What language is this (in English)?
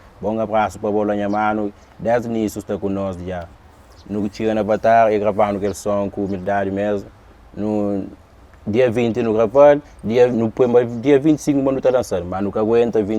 Kabuverdianu